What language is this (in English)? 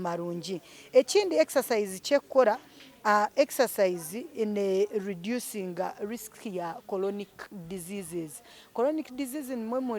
Nyankole